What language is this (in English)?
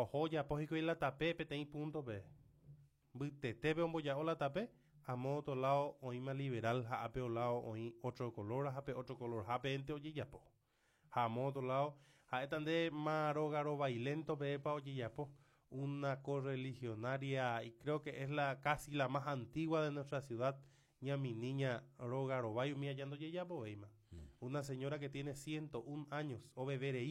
Guarani